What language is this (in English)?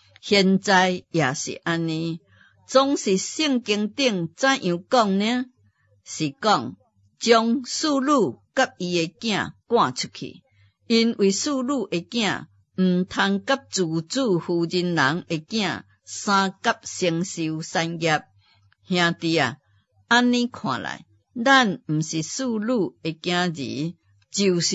Min Nan Chinese